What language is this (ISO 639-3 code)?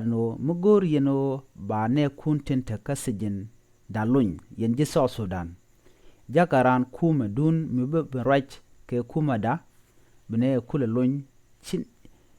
nus